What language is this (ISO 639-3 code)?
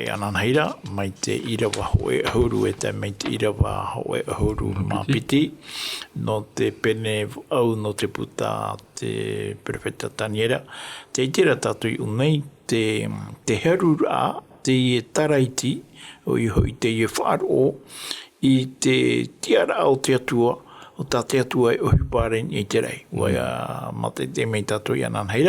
tah